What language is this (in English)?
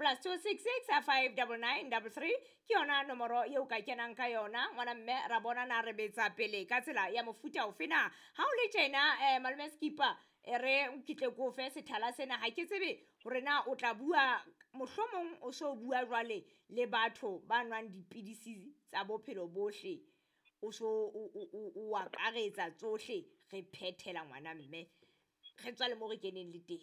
Southern Sotho